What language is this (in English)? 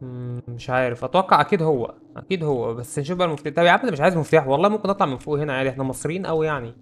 Egyptian Arabic